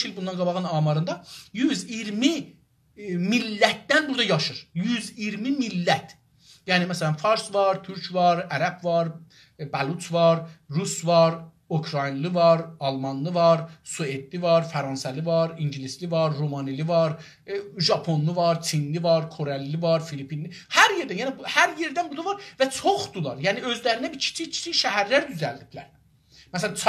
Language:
South Azerbaijani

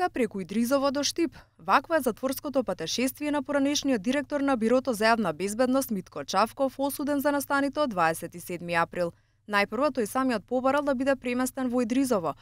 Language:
Macedonian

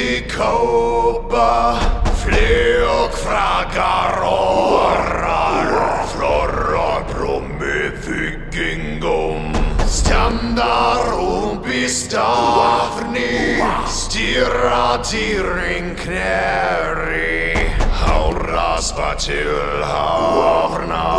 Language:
Icelandic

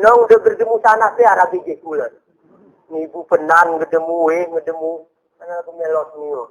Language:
Gayo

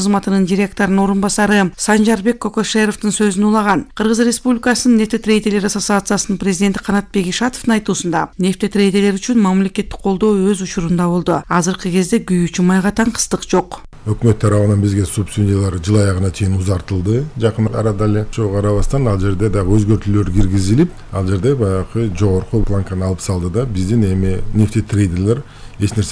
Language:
Kyrgyz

